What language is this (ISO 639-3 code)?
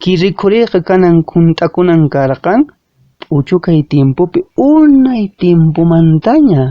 que